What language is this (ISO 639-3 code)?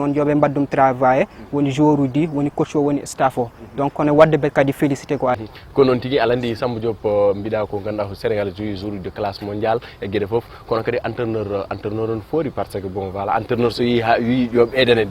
ful